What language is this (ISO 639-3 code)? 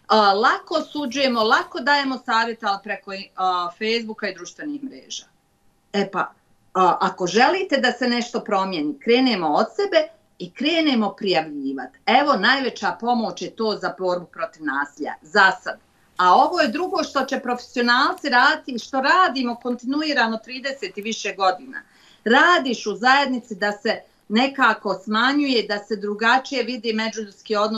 bos